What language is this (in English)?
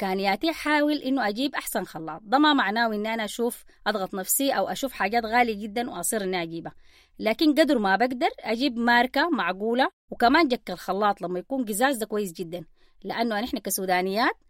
Sudanese Arabic